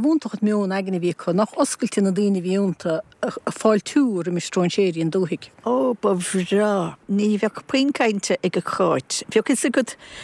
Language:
Irish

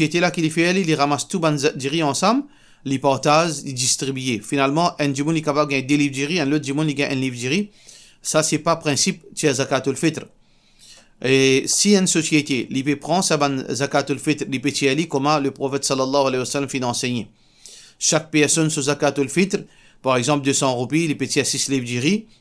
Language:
Morisyen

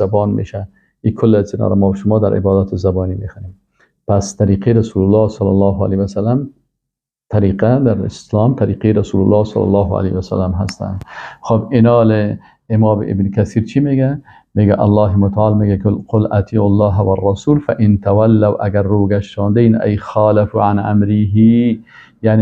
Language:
Persian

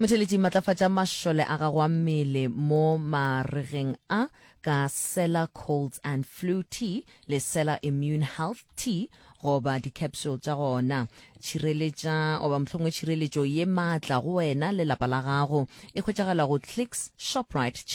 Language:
Northern Sotho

